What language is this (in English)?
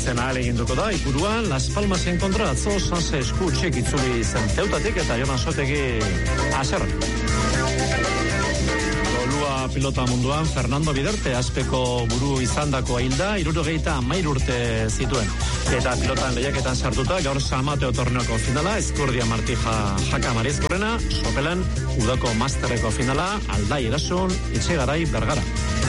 Basque